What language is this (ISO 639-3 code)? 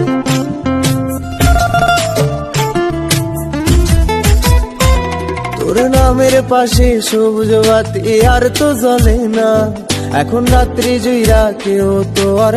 ben